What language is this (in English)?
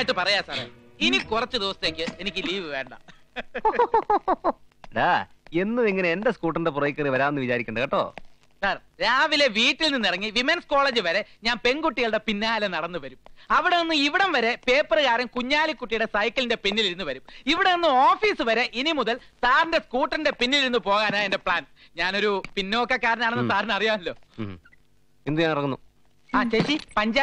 Malayalam